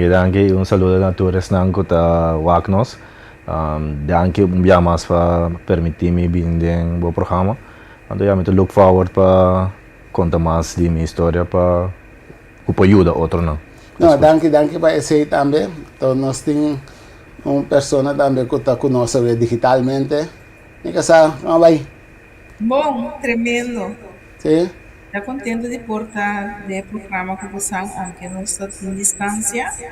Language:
Papiamento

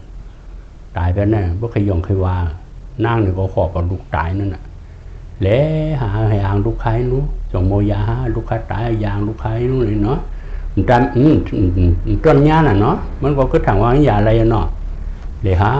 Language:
Shan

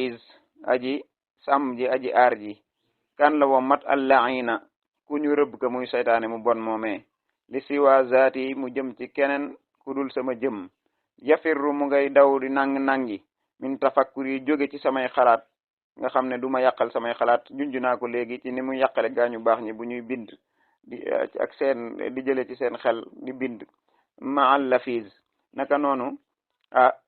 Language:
Wolof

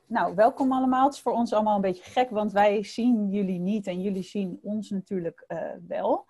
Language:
Dutch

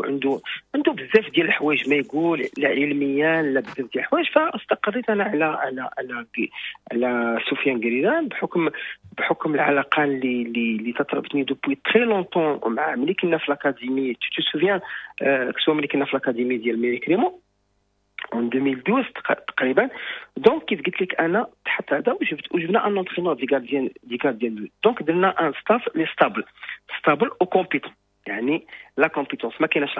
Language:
Moroccan Arabic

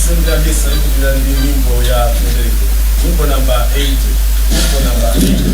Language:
Nyanja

